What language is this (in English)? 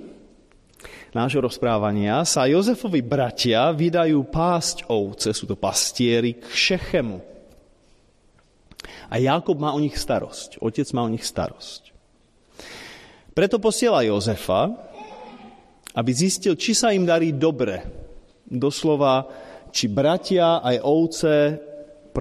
Slovak